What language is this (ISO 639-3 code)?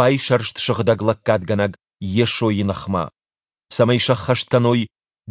oss